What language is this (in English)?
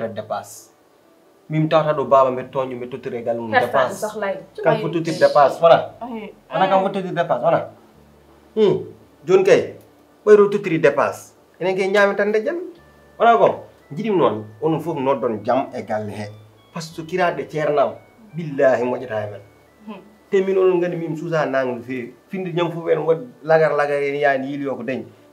Fula